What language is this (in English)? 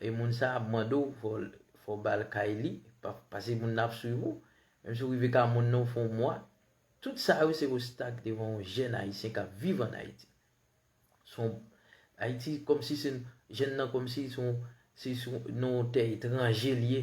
Haitian Creole